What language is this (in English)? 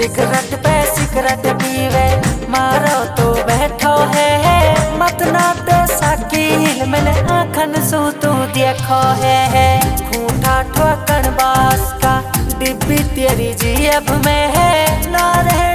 Haryanvi